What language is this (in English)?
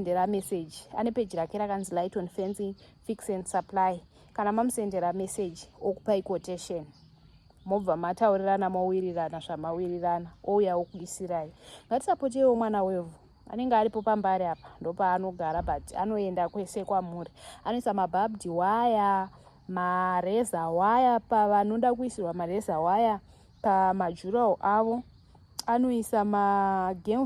Shona